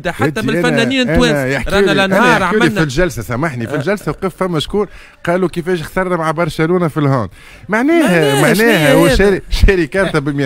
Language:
Tunisian Arabic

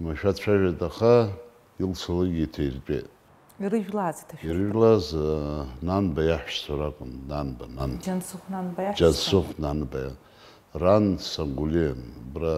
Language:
Abkhazian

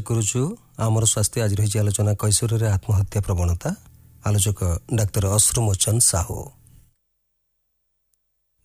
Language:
Odia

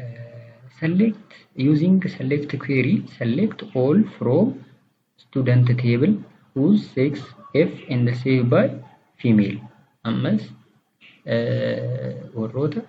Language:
Oromo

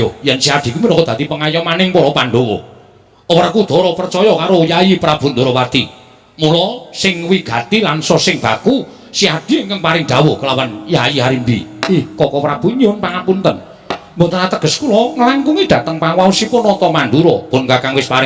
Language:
Javanese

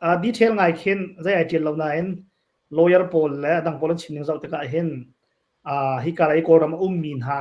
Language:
Hakha Chin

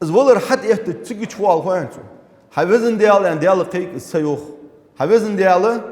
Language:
Ingush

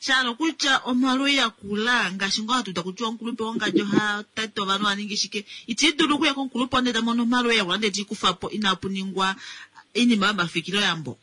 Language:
Kuanyama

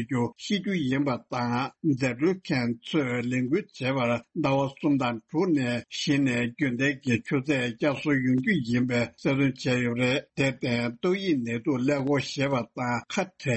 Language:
Tibetan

